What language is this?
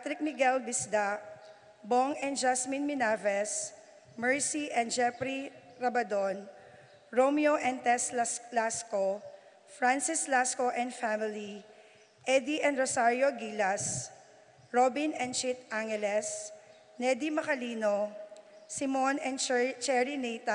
Pampanga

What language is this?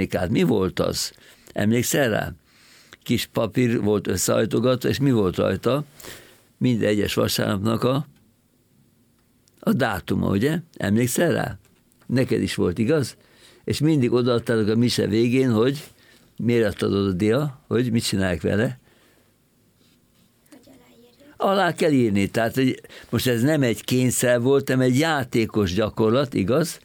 Hungarian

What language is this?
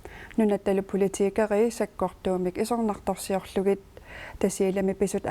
Kalaallisut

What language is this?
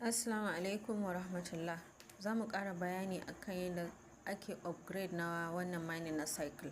Hausa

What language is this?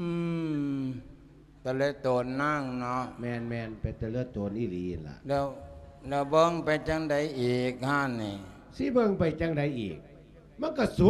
Lao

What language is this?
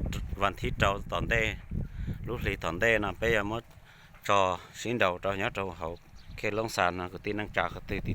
Hmong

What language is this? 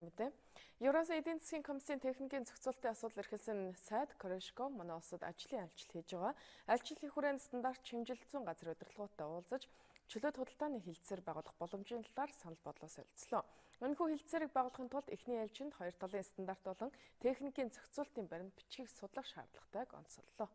Mongolian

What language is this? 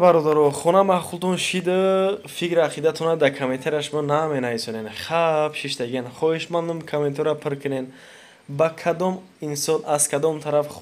Tajik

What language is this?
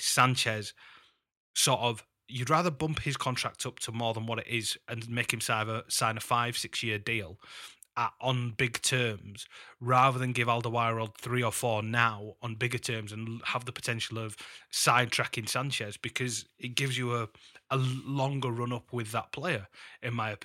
English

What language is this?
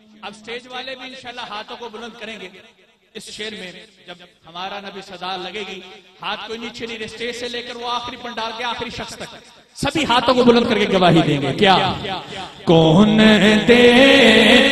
Urdu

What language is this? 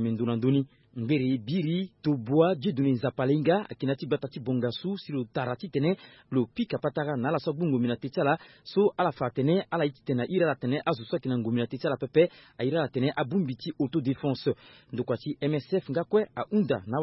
Sango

